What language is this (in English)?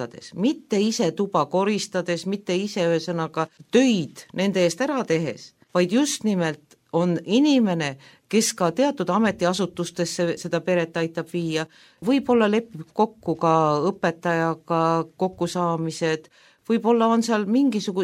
Estonian